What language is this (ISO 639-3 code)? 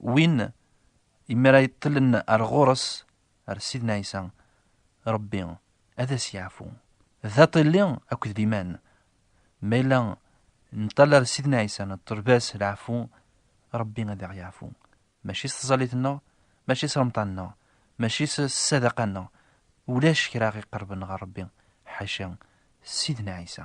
kab